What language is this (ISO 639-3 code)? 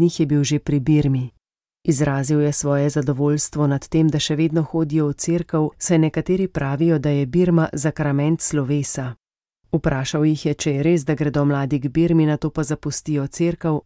slv